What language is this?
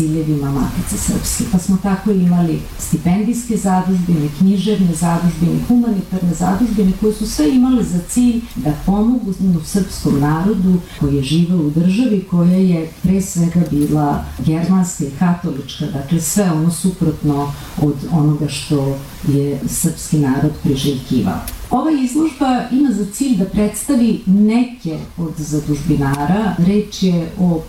Serbian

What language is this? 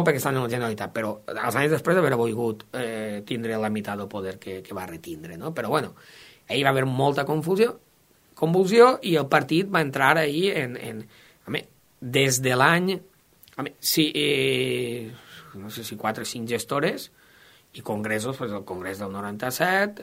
Catalan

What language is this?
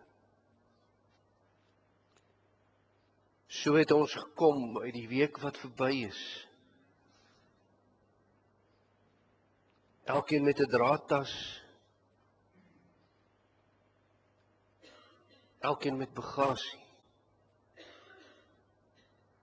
Afrikaans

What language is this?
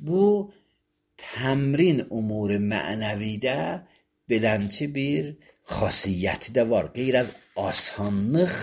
Azerbaijani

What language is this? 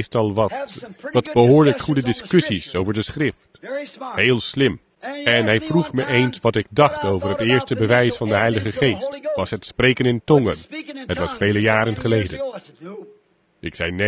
Dutch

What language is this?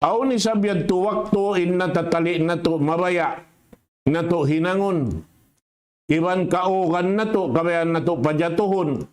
Tausug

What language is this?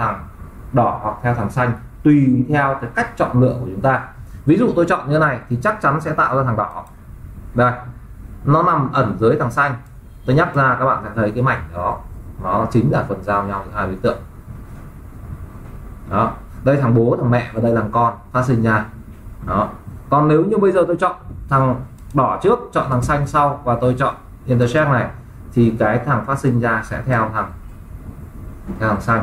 Vietnamese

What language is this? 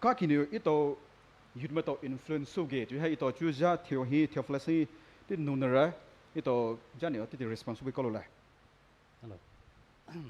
Poumei Naga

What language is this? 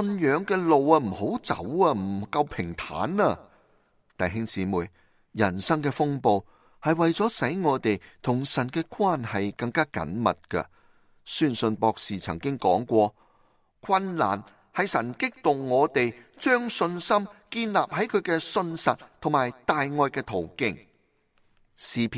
Cantonese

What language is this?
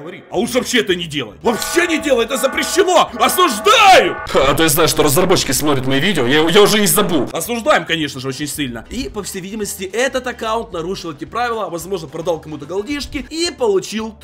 Russian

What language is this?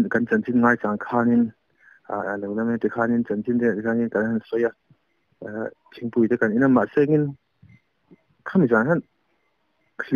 Mizo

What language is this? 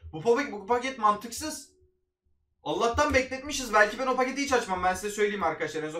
Turkish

